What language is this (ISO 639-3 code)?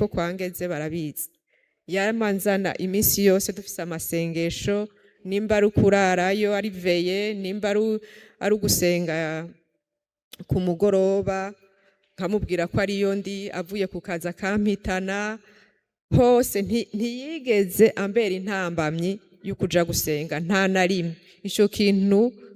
run